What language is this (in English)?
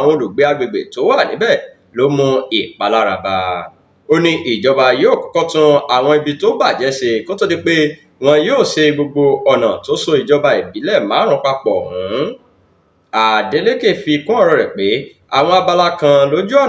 Yoruba